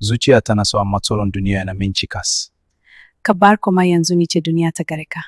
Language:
Hausa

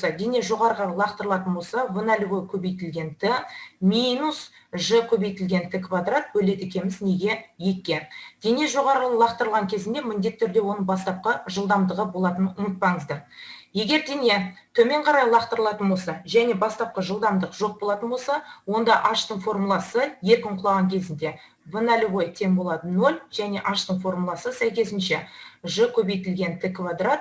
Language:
Kazakh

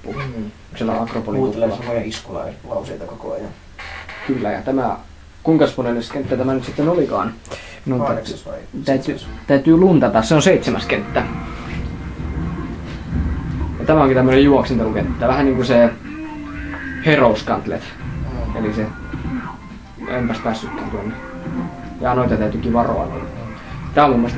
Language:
Finnish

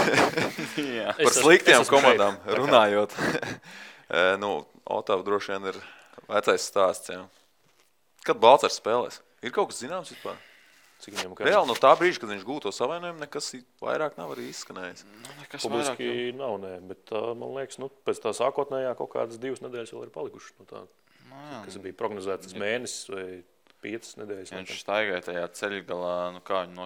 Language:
Latvian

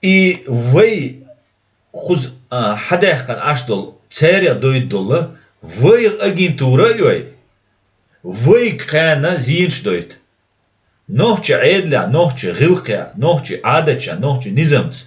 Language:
Chechen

